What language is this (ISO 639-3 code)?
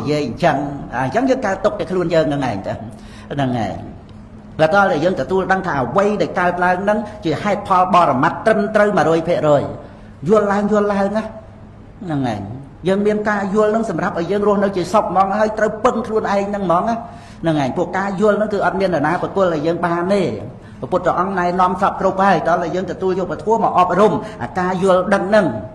khm